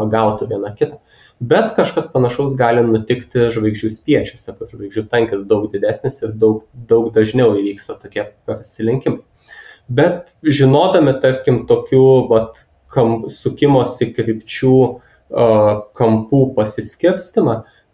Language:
Lithuanian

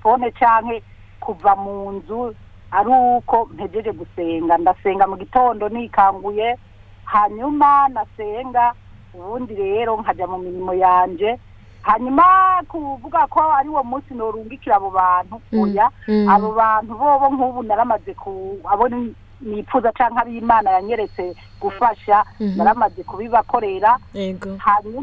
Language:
Rundi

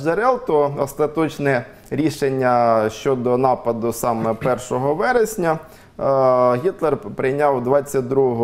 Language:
Ukrainian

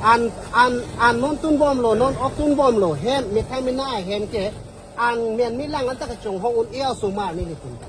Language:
Karbi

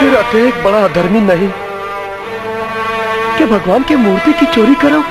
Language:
Chhattisgarhi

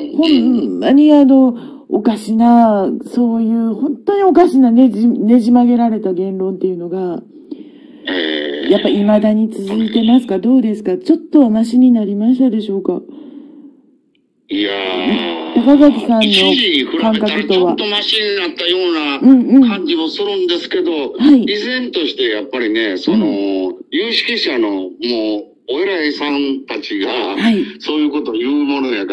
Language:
Japanese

